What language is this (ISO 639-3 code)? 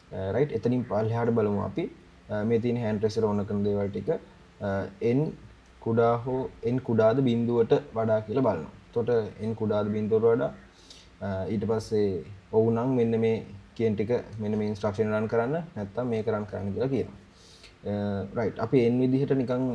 sin